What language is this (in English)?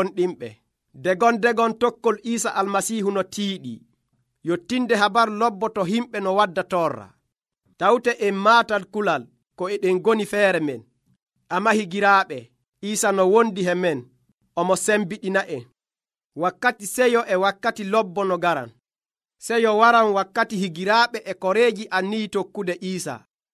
Nigerian Fulfulde